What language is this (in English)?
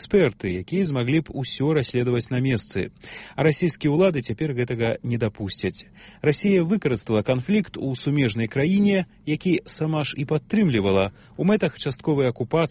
Belarusian